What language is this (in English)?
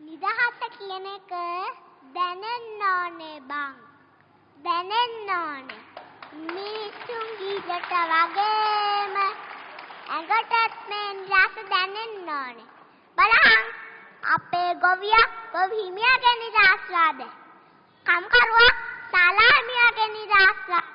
Sinhala